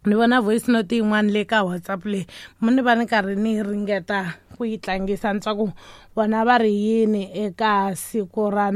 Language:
Tsonga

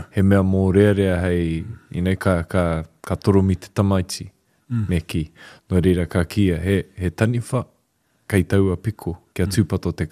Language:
Māori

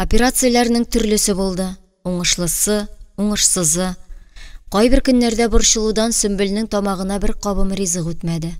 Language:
Tatar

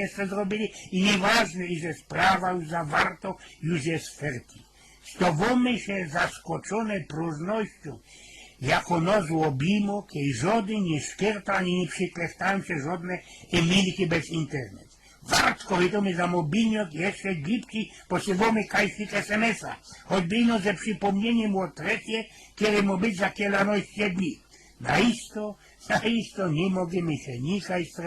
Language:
Silesian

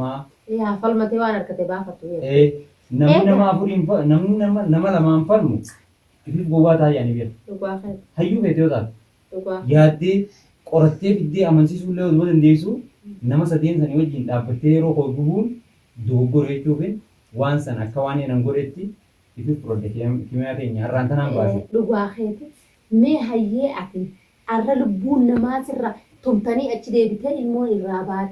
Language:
Oromo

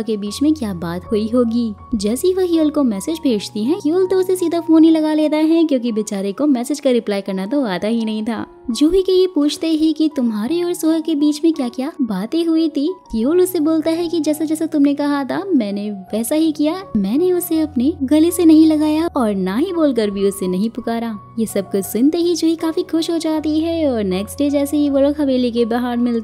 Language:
Hindi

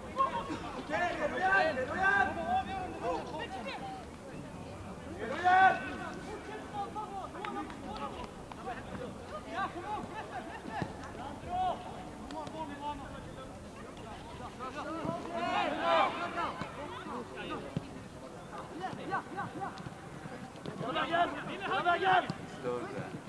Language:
Swedish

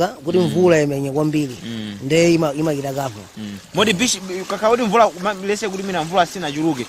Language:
Nyanja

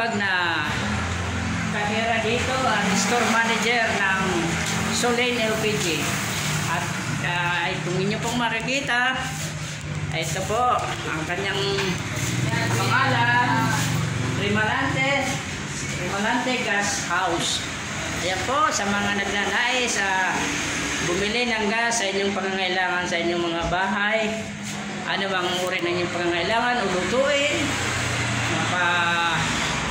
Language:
Filipino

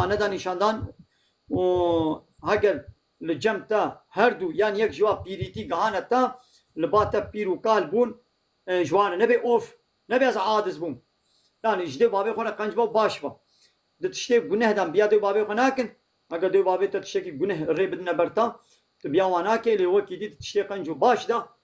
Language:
Kurdish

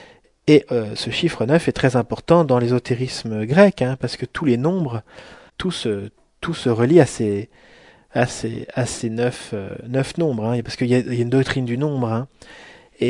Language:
French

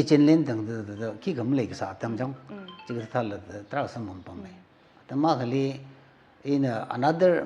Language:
Tangkhul Naga (India)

